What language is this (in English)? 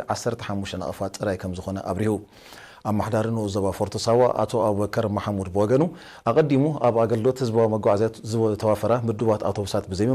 Tigrinya